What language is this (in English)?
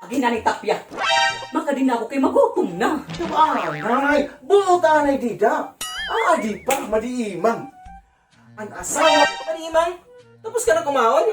Waray